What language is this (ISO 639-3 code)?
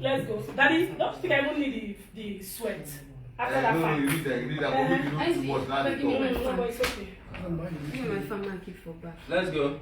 pcm